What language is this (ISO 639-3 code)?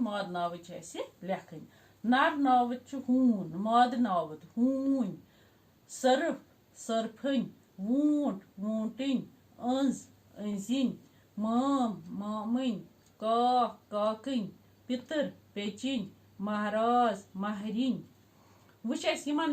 kas